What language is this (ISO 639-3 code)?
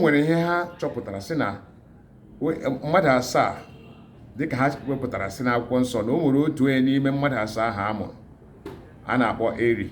ibo